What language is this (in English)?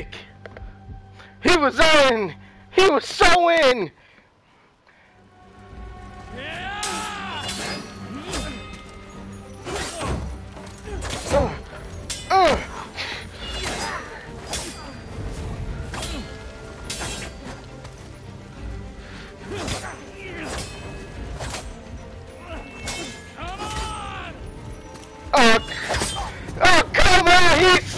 English